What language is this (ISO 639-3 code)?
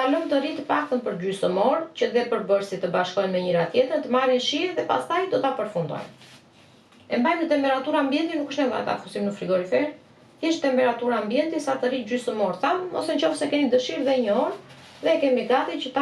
sqi